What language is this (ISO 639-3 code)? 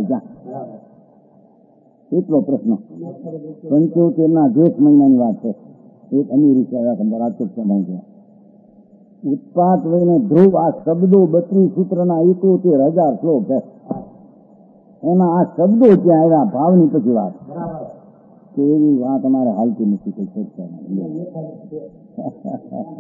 guj